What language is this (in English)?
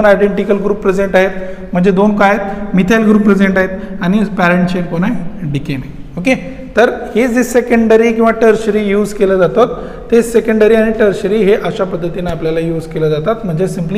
Marathi